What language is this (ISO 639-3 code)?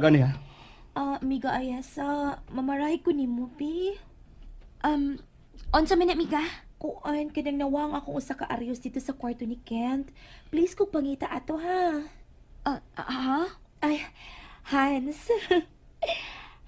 ceb